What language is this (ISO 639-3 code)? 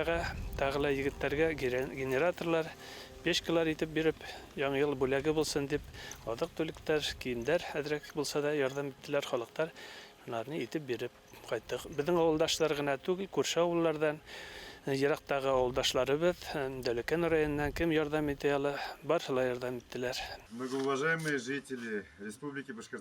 bak